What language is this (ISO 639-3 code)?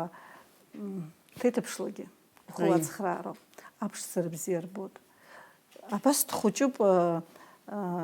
abk